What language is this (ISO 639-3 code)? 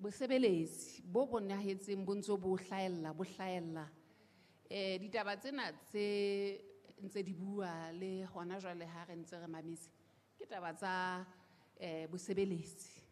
sot